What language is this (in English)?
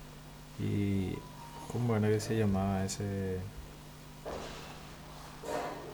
Spanish